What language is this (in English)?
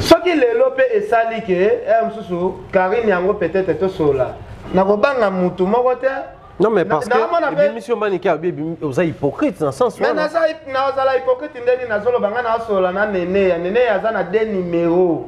Lingala